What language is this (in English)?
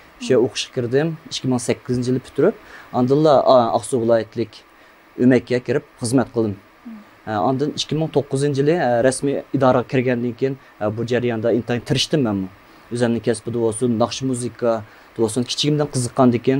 Uyghur